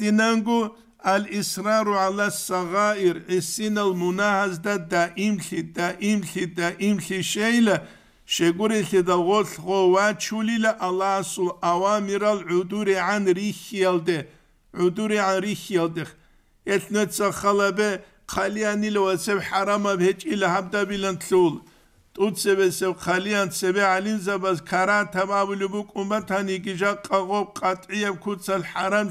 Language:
Avaric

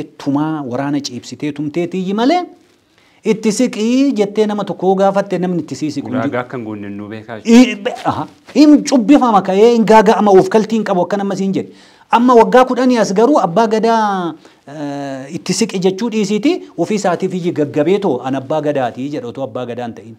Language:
Oromo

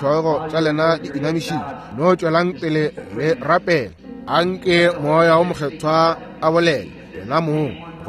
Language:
Northern Sotho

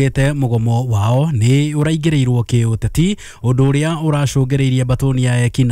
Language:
Kikuyu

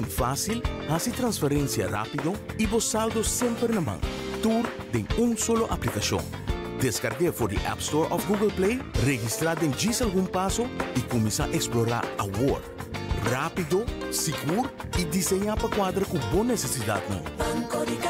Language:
Papiamento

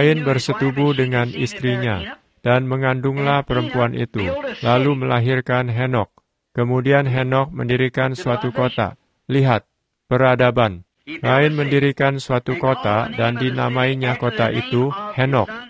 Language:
Indonesian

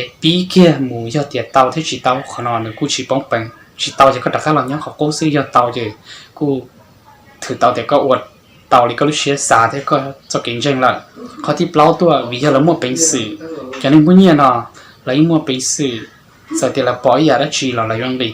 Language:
Hmong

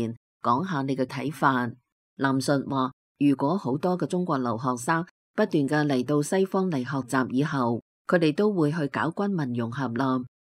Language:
Cantonese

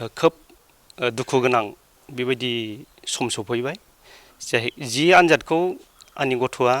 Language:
Bodo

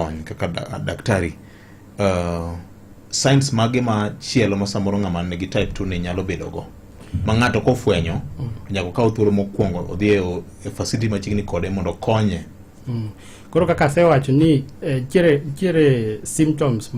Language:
Luo (Kenya and Tanzania)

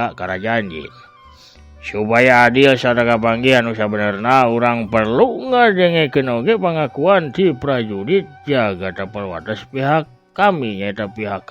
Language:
Sundanese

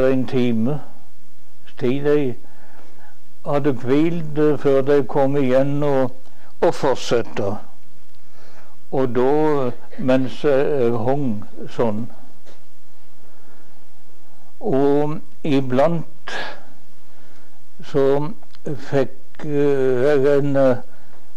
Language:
Norwegian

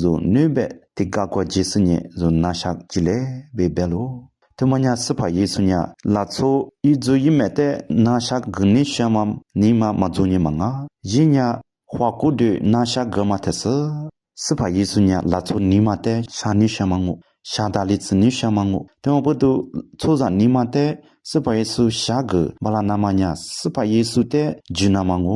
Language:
Lisu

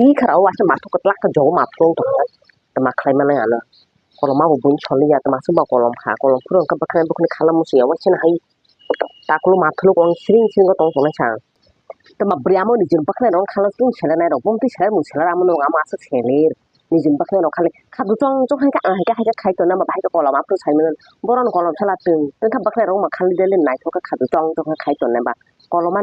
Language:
Kok Borok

